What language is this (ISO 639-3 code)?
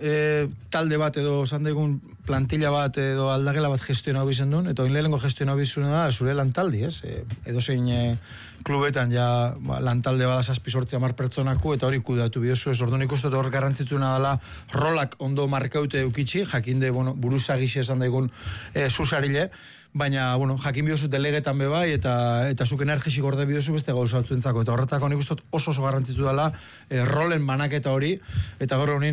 eus